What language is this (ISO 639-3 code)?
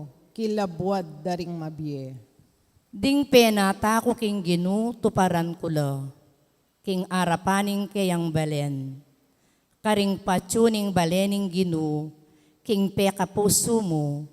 pam